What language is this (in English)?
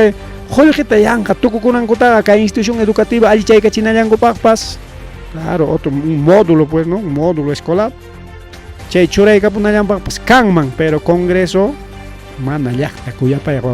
Ayacucho Quechua